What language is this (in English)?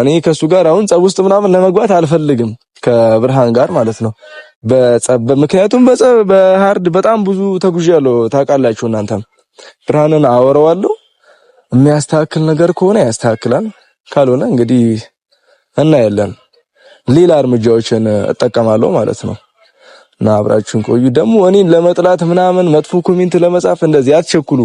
Amharic